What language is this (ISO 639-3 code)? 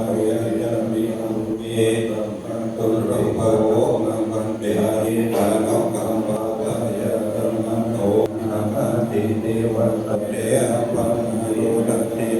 pli